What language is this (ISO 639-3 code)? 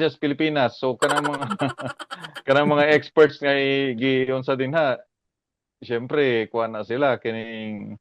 ceb